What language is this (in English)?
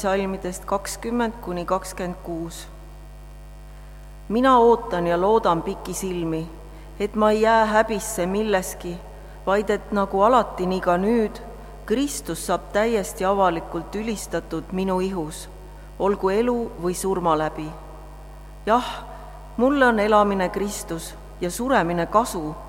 Estonian